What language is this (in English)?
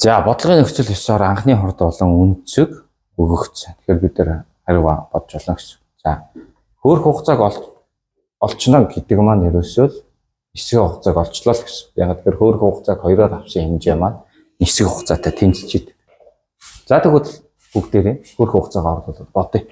Mongolian